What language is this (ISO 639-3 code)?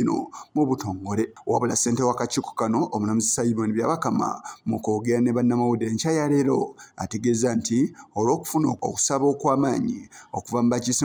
lug